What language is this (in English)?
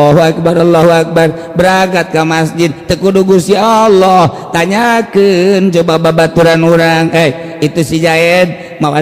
Sundanese